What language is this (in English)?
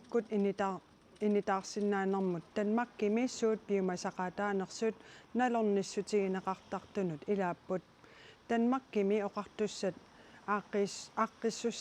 Kalaallisut